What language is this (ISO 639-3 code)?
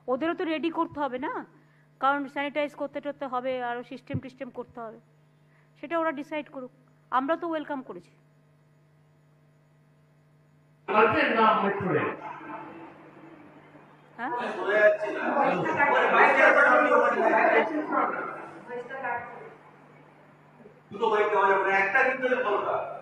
ben